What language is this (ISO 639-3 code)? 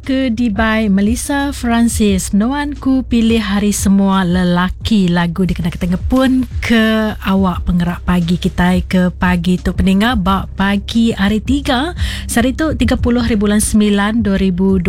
iba